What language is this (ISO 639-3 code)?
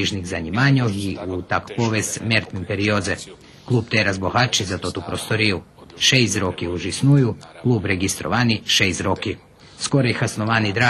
rue